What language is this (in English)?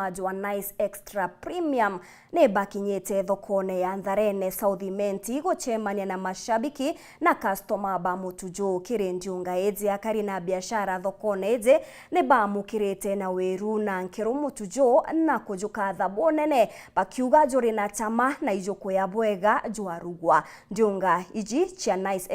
Meru